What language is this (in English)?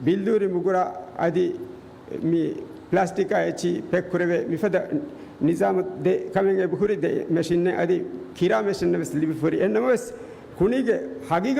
Divehi